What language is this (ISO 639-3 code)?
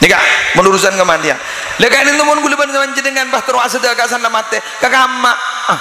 mad